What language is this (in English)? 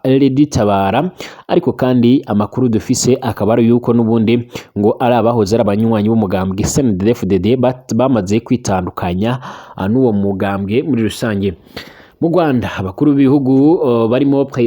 Rundi